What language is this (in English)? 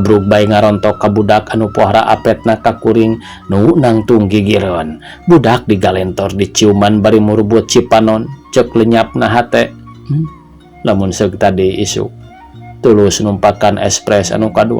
Sundanese